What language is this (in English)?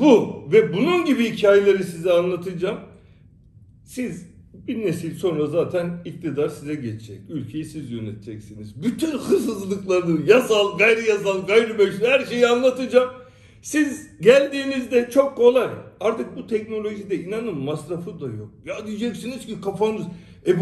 Turkish